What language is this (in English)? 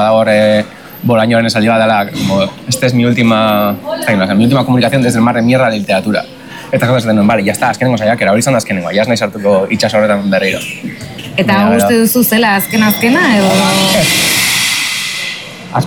Basque